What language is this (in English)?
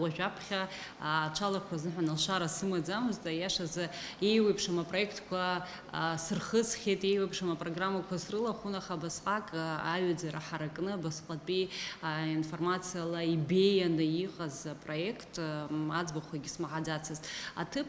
Abkhazian